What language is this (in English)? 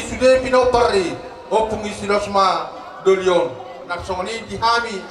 Batak Toba